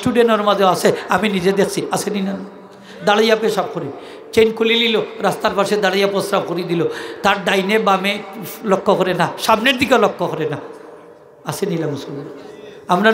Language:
Sylheti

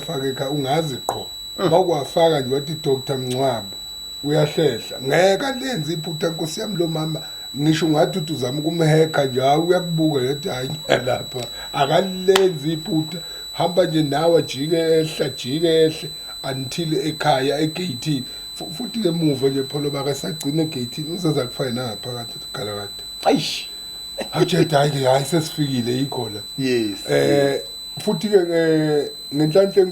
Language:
Zulu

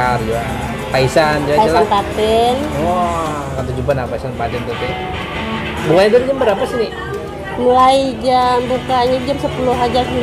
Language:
Banjar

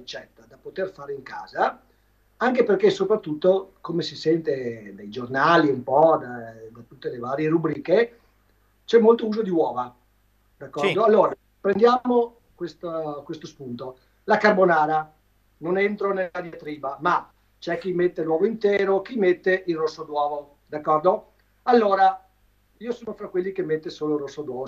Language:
Italian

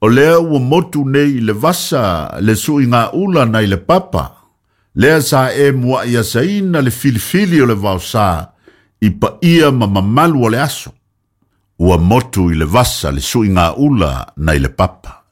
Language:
Samoan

